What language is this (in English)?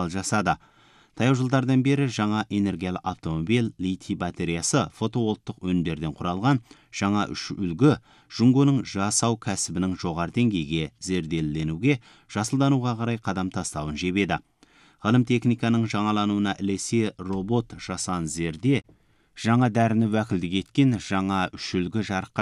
Kazakh